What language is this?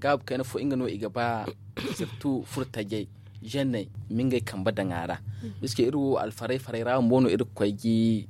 Zarma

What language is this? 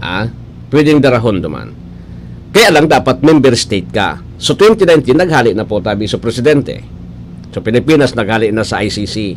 Bikol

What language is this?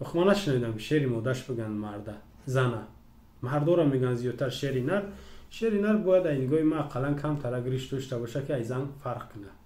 Tajik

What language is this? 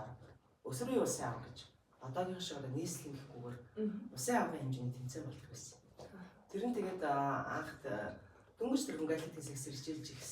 Mongolian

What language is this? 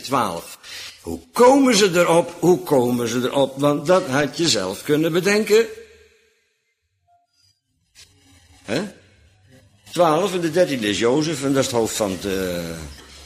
Dutch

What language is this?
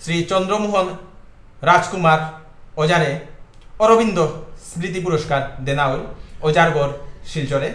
Bishnupriya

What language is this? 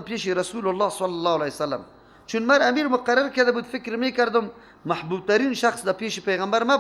Persian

